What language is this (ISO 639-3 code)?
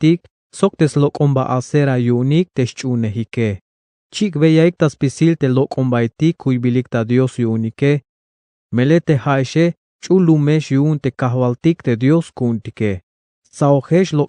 tzh